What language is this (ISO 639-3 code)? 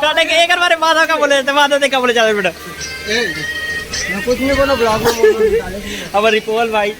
hne